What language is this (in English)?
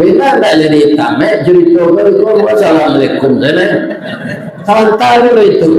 Minangkabau